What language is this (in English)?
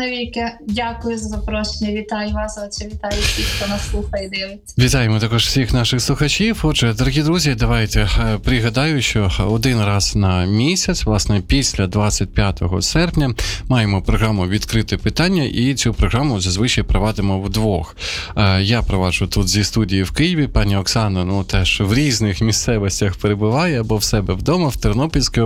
Ukrainian